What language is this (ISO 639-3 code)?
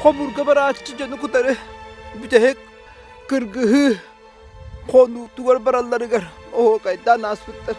sah